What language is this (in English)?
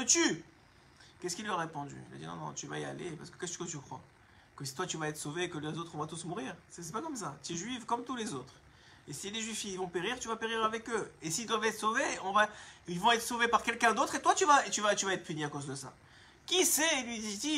French